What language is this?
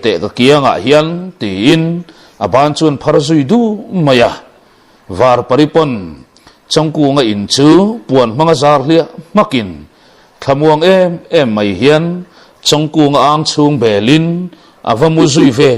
Mizo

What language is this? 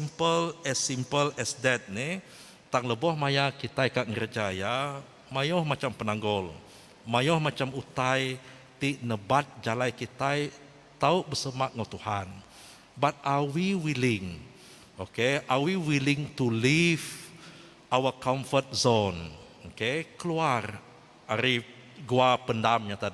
Iban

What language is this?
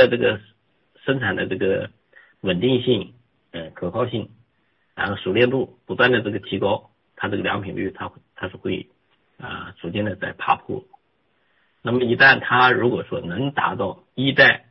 Chinese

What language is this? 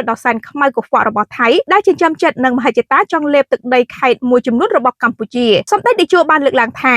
Khmer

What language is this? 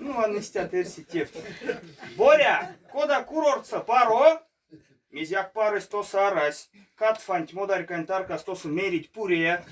Erzya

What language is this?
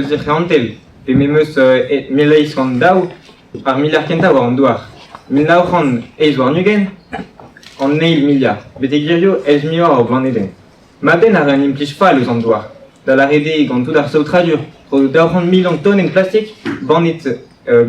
Breton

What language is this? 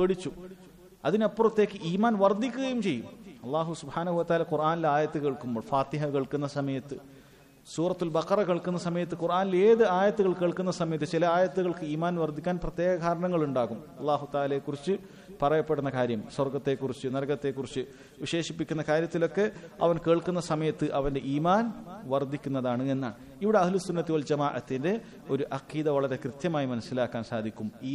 Malayalam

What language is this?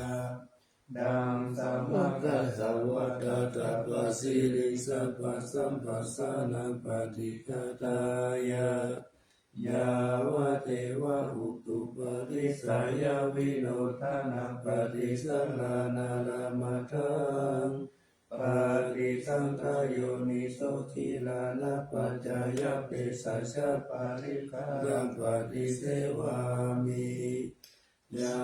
Pali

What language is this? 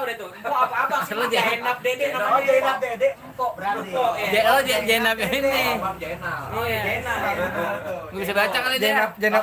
Betawi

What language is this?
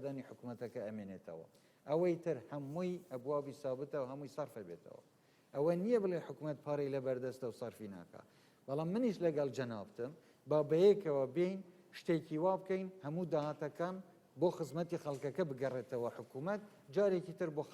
Central Kurdish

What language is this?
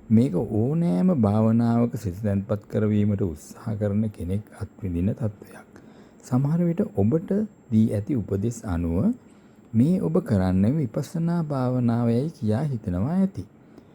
Sinhala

